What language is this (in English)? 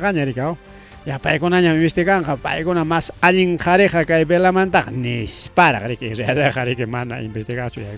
Ayacucho Quechua